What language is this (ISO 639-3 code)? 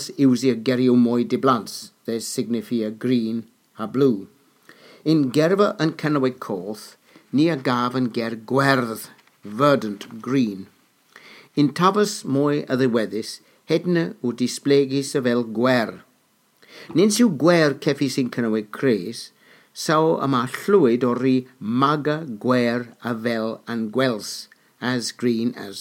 cor